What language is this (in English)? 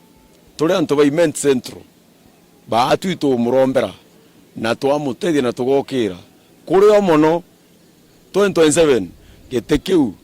Meru